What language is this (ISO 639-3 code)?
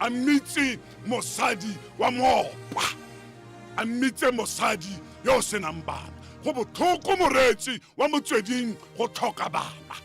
tsn